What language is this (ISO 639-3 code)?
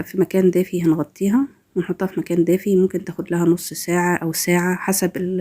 arz